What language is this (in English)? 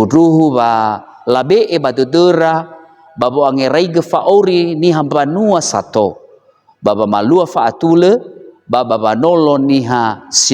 Nias